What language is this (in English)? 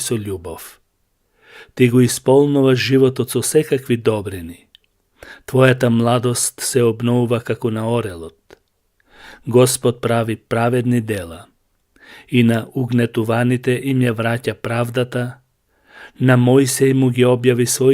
Macedonian